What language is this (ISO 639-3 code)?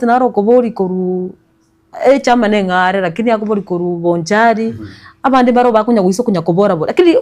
guz